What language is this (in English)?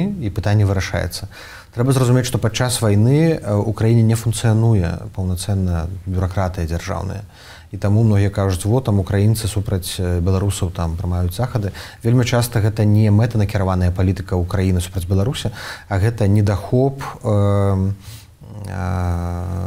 Belarusian